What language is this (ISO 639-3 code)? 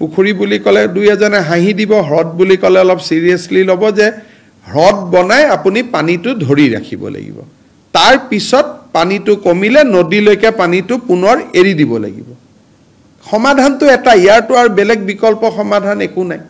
asm